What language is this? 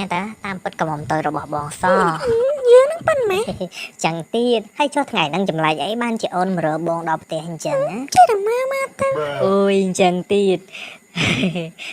Khmer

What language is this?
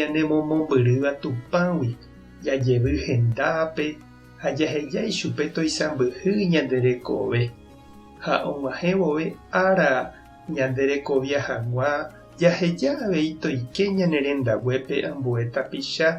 Guarani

